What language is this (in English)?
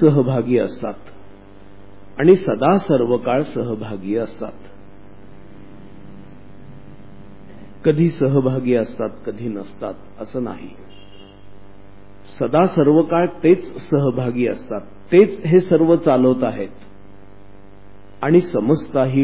Marathi